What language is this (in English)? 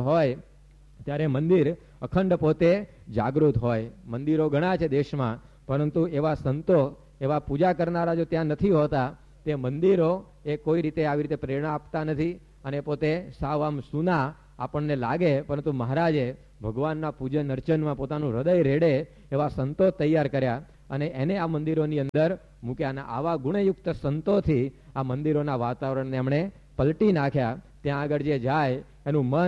Gujarati